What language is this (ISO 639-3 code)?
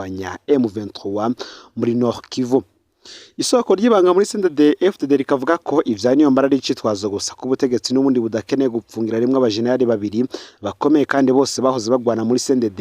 run